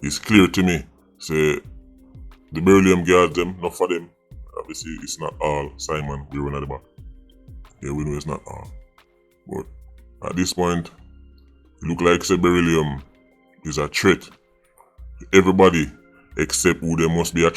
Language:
Jamaican Creole English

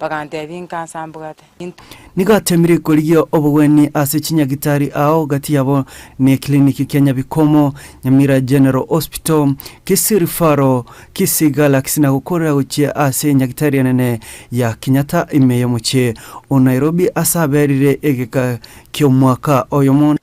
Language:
Gusii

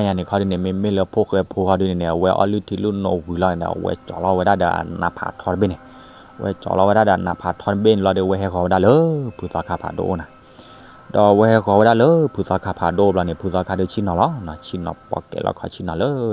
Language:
S'gaw Karen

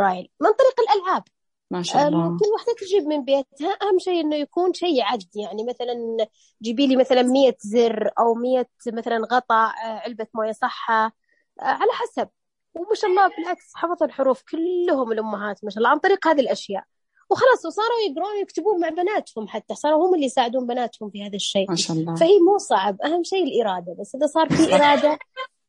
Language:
Najdi Arabic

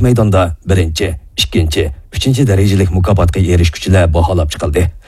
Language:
Uyghur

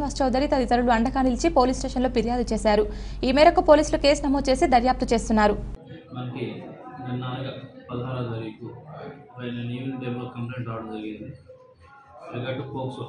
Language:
Telugu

